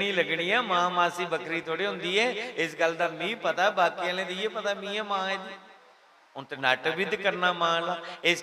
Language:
Dogri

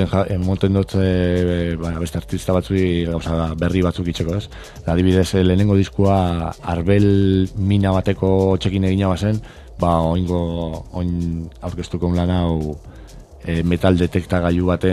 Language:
Basque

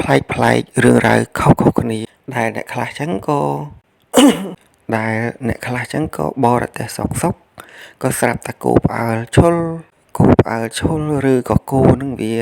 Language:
Khmer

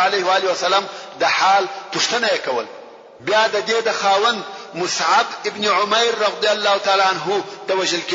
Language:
Pashto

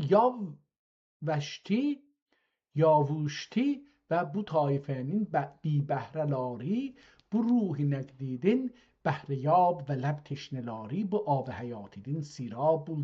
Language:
South Azerbaijani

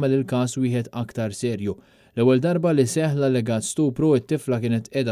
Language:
Maltese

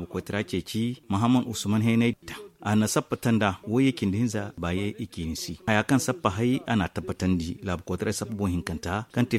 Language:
Zarma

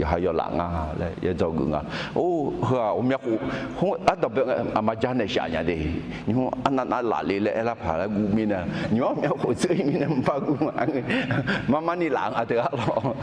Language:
Akha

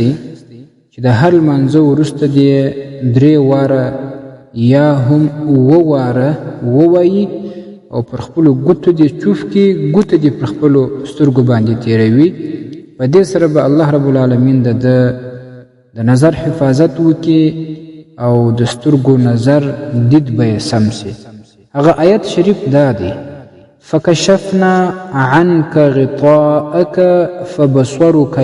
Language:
Pashto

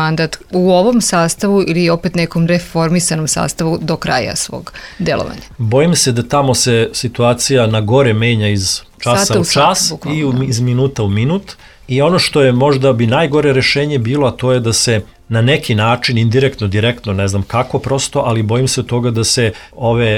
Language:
Serbian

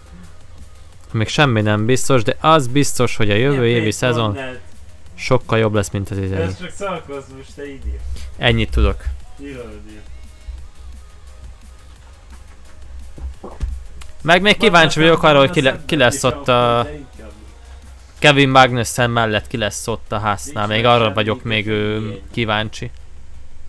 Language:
Hungarian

